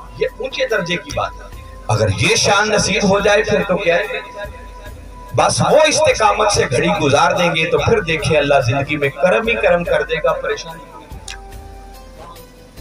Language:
Urdu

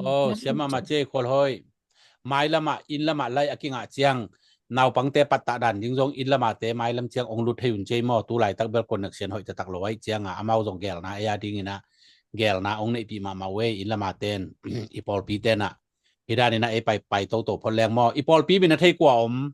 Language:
Tedim Chin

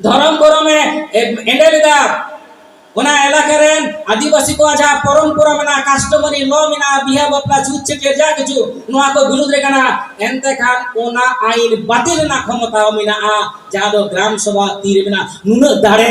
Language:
Santali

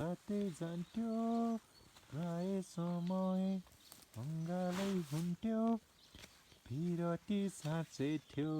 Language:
Nepali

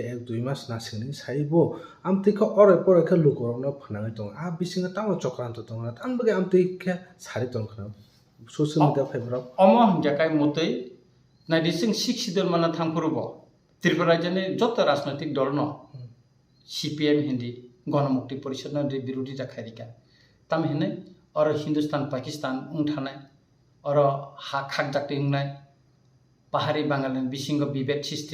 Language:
Kok Borok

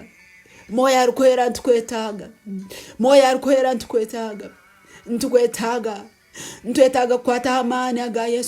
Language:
Nyankole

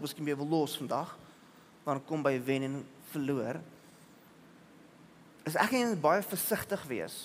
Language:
Afrikaans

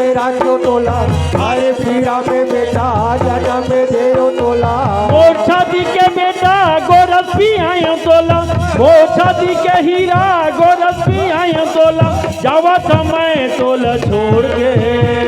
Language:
Chhattisgarhi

